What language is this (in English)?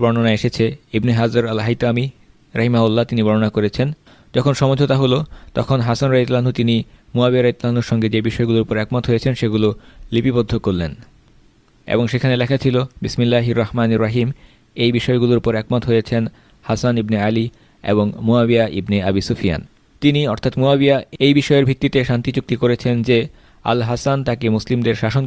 Bangla